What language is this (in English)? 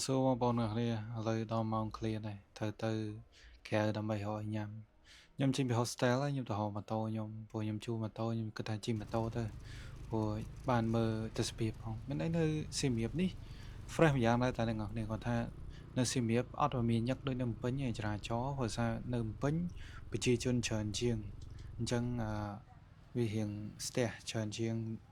Khmer